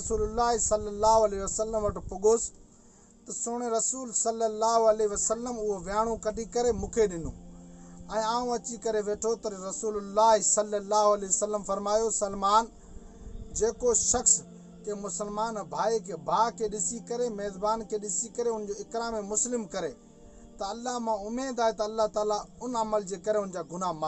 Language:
Sindhi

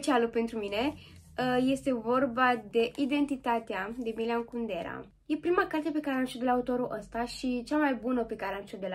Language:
Romanian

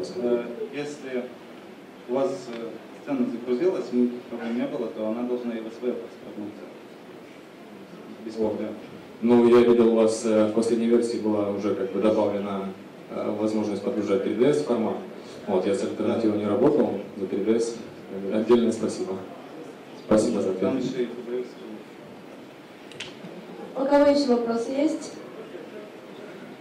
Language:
Russian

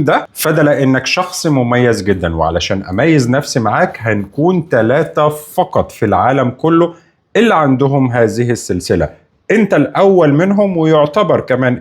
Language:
Egyptian Arabic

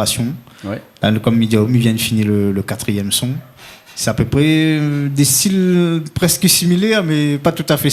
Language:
Réunion Creole French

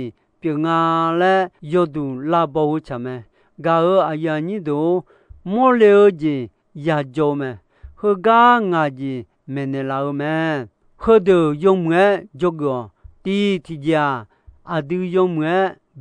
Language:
Akha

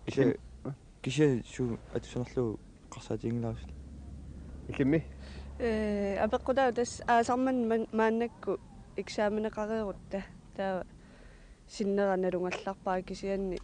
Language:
Kalaallisut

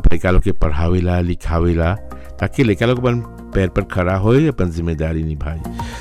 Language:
Bhojpuri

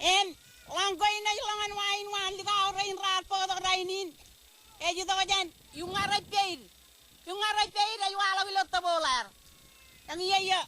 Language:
Marshallese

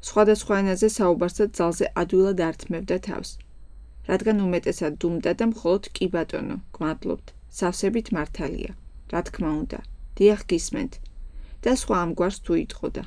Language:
Georgian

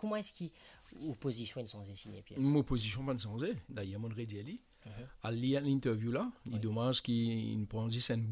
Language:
Morisyen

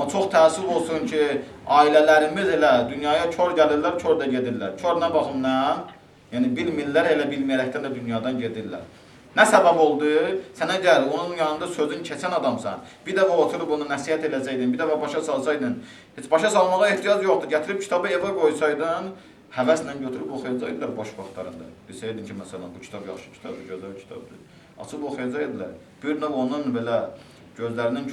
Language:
Azerbaijani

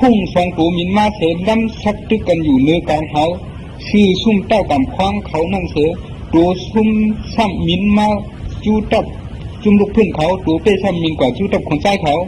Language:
Shan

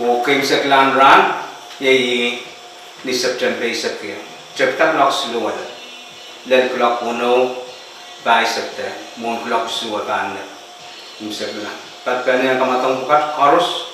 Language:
Pohnpeian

